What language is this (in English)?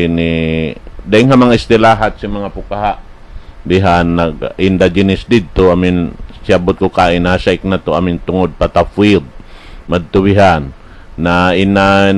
Tausug